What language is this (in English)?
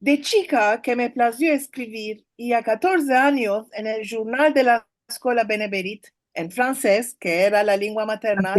Ladino